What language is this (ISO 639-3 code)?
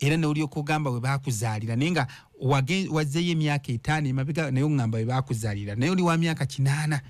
lug